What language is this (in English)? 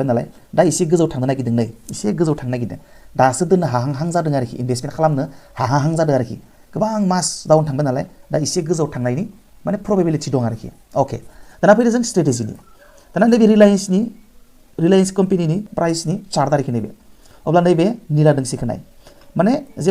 Bodo